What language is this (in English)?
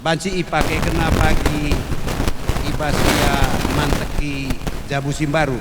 Batak Karo